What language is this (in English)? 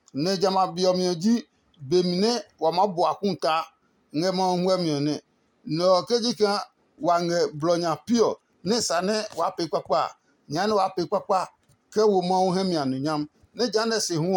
Adangme